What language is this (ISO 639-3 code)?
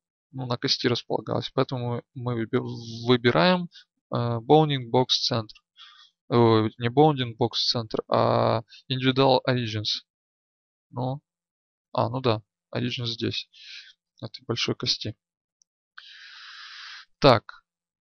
rus